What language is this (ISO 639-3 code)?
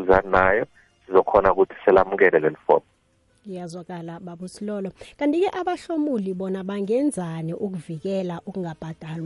nbl